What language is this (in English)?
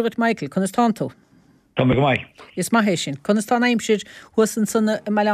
Irish